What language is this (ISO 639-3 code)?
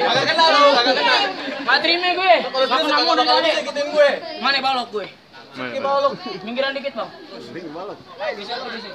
bew